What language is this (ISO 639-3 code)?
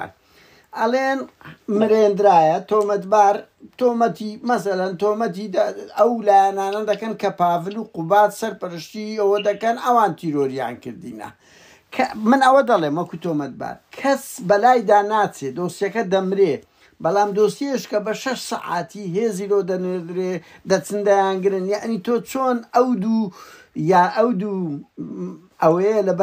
ckb